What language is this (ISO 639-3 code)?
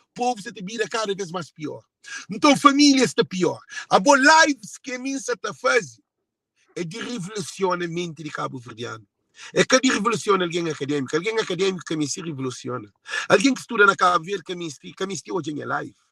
kea